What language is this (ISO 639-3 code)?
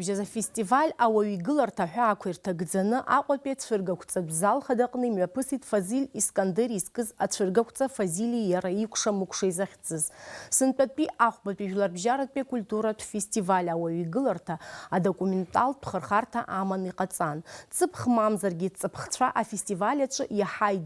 abk